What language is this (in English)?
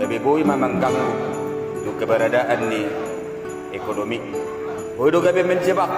Batak Toba